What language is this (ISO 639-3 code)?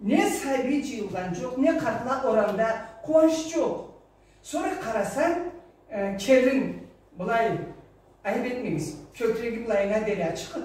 krc